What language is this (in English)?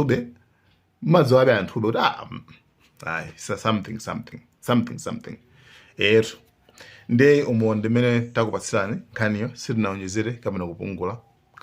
Nyanja